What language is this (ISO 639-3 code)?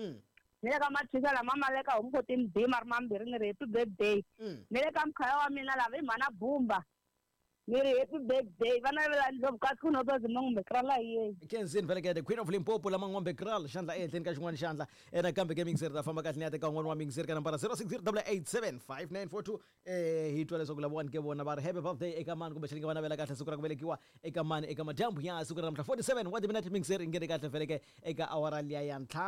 tso